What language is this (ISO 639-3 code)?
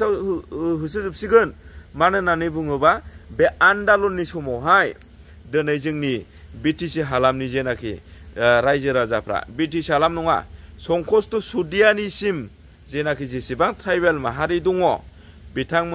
brx